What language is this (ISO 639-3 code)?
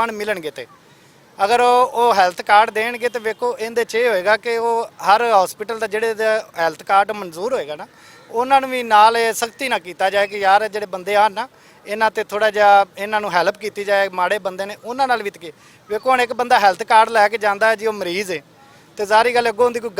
lah